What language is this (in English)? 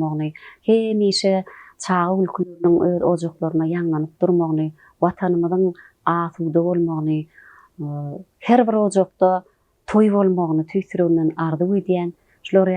Turkmen